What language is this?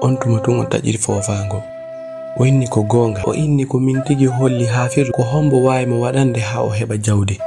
Fula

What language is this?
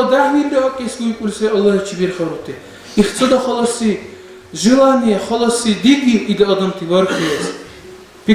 Dargwa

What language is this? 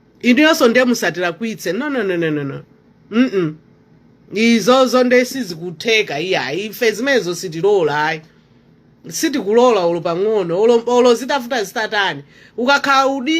Nyanja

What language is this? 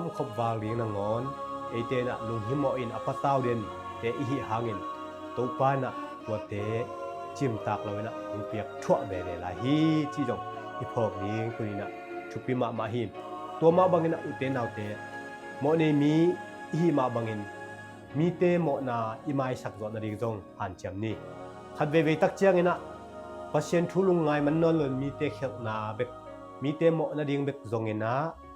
Tedim Chin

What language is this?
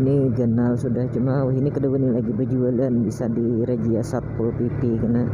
Banjar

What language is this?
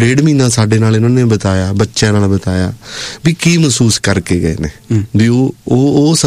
Punjabi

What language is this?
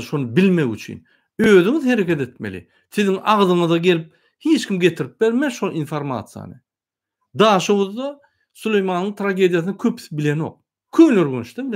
Turkmen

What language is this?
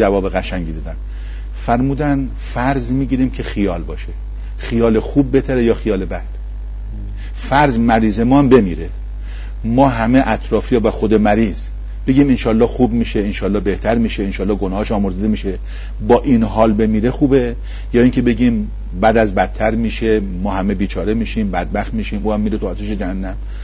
Persian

